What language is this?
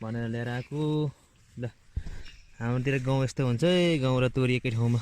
Nepali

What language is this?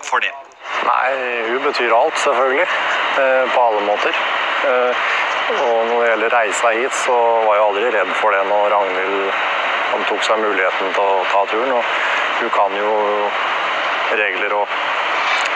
Norwegian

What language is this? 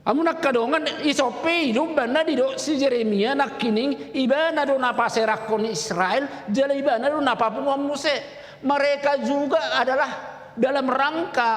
Batak Toba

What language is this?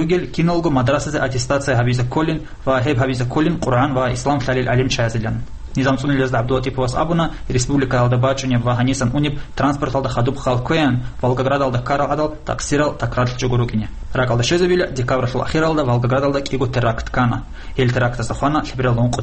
Avaric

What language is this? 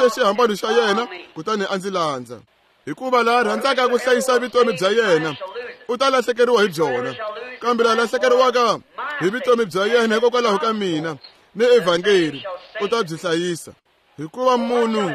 Tsonga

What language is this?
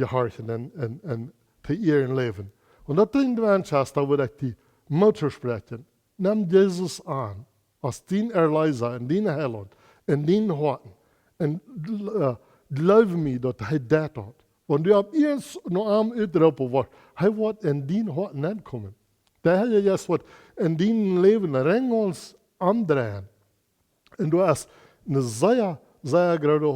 Plautdietsch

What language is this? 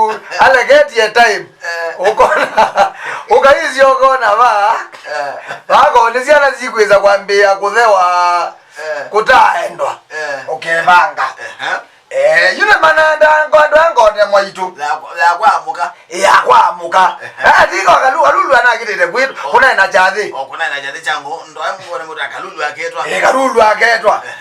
Kamba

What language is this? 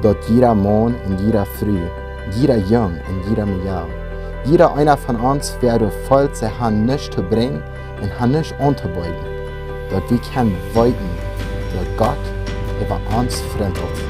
Plautdietsch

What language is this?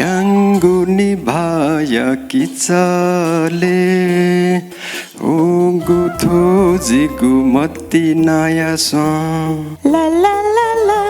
Newari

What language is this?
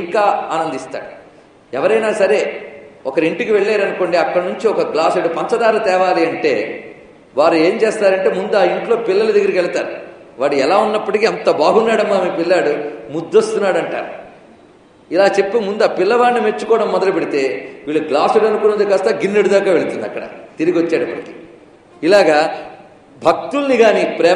Telugu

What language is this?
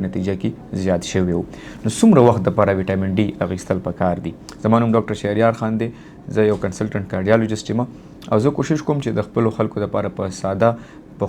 Pashto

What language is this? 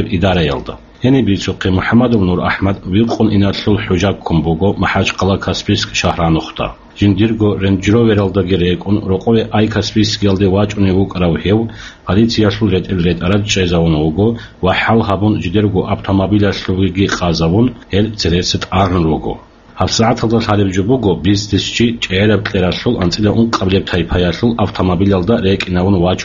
Avaric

